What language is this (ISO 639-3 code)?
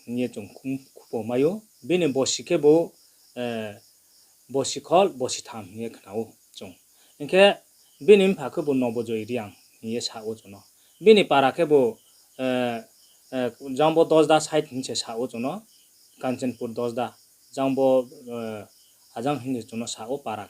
ria